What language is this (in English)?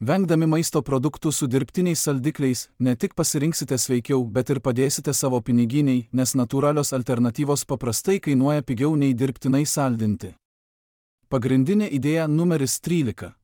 Lithuanian